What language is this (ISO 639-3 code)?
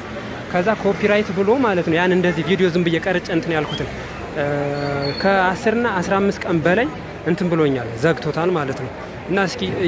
amh